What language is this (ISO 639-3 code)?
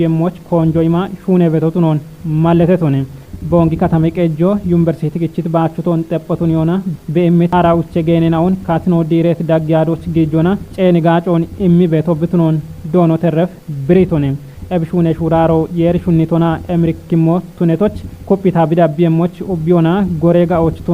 kbr